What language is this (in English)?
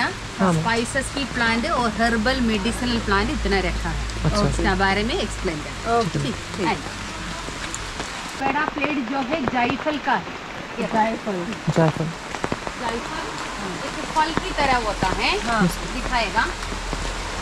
Hindi